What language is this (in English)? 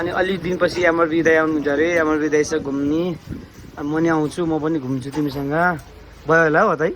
Nepali